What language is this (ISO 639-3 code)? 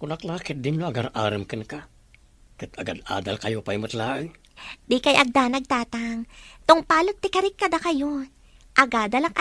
ilo